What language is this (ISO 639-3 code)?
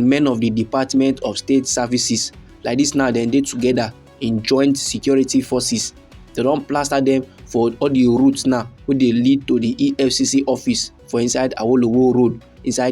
pcm